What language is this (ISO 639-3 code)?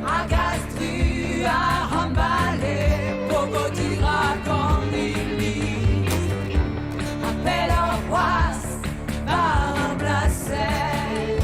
bre